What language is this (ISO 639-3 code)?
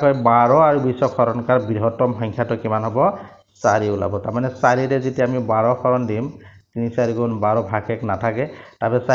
asm